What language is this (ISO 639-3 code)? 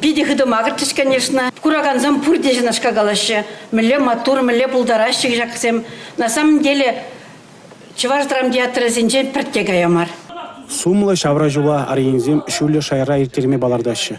chv